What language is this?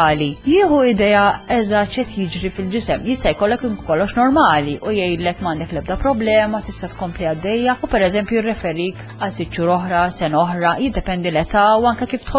Maltese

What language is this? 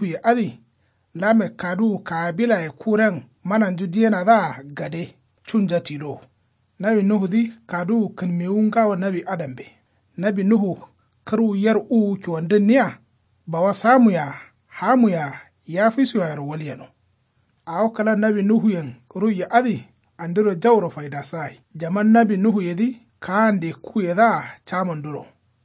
Kanuri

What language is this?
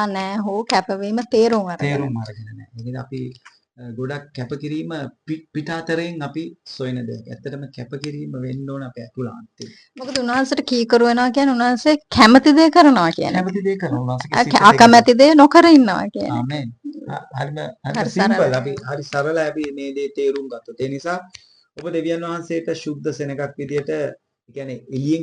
Sinhala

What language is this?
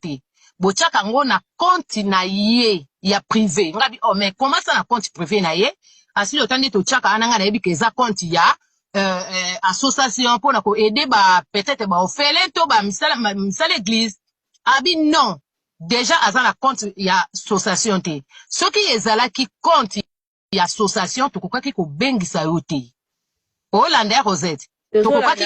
Lingala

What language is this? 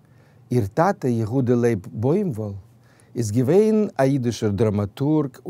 Yiddish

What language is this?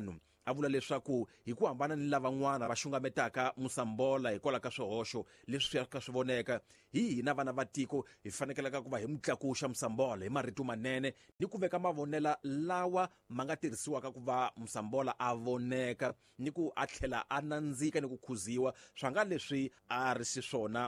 Tsonga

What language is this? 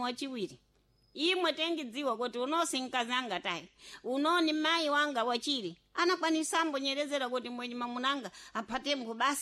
Sena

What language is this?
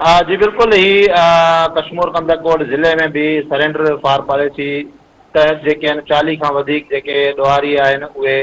Sindhi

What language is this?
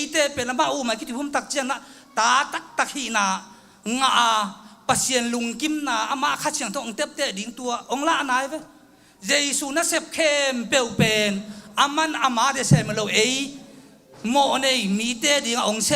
Tedim Chin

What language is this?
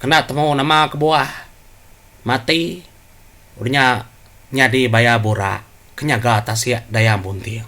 Iban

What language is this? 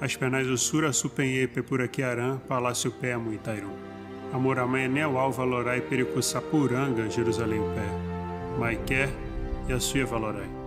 Nheengatu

